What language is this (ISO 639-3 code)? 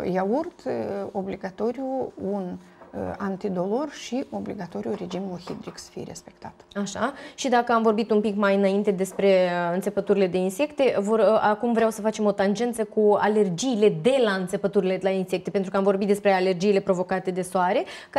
ron